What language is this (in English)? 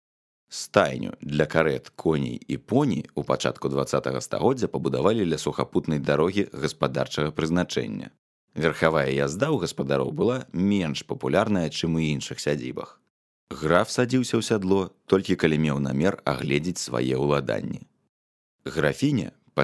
Belarusian